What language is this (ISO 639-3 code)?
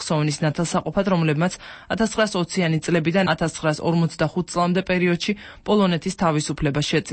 kat